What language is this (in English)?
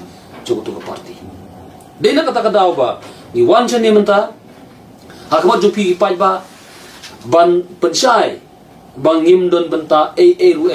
Khasi